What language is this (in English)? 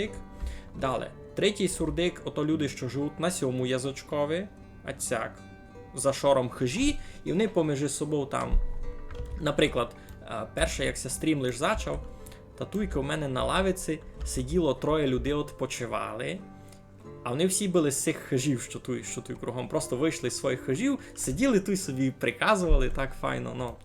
Rusyn